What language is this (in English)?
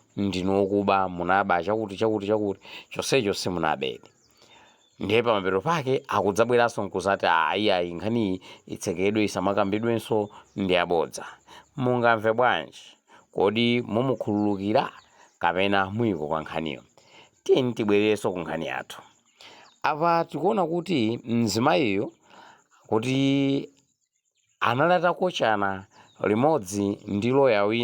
Nyanja